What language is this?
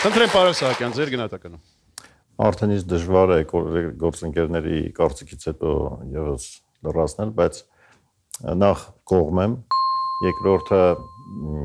Armenian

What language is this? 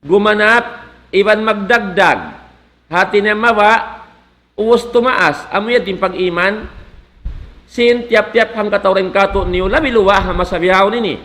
Tausug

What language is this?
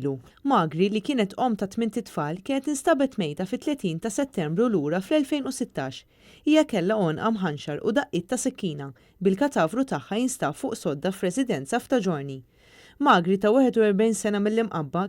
Maltese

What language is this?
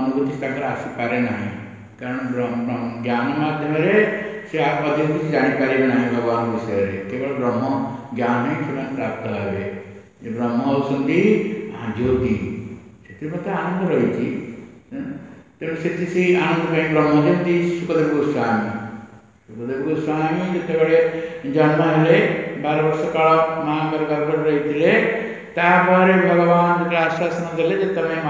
Odia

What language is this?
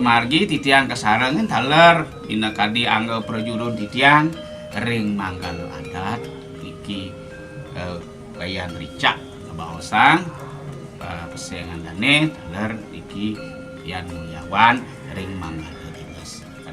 Balinese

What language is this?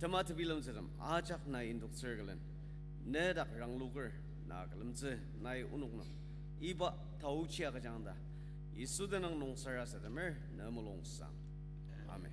Ao Naga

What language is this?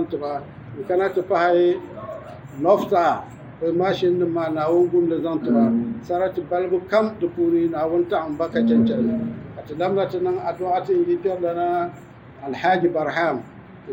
Dagbani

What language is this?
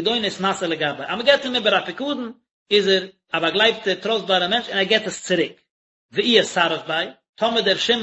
Yiddish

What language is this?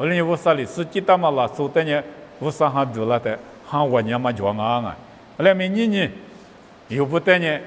Lisu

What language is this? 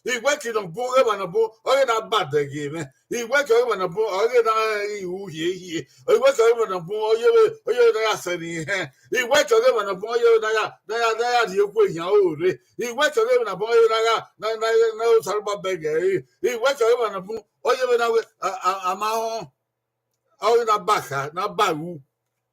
Bini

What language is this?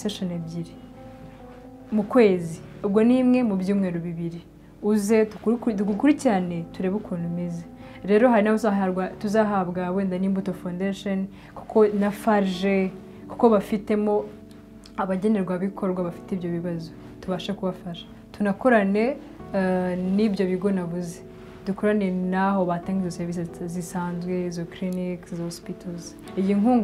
Kinyarwanda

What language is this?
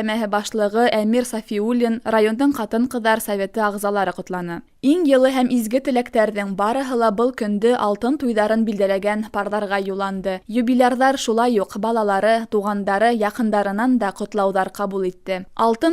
Bashkir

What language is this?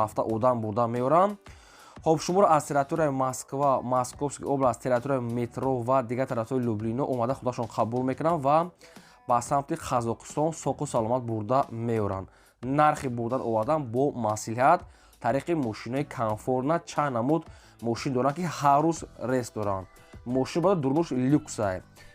Tajik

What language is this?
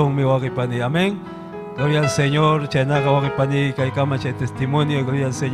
Ayacucho Quechua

